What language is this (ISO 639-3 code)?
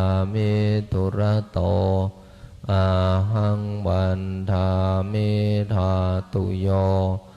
pli